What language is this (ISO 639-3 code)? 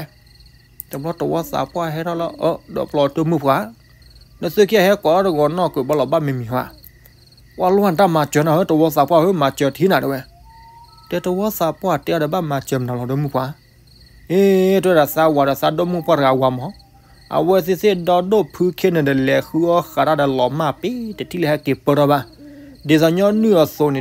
ksw